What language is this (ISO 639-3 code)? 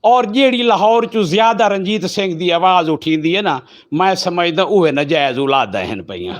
lah